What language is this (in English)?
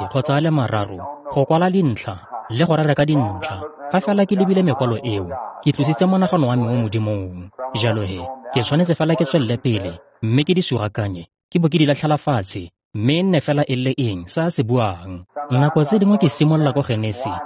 Tswana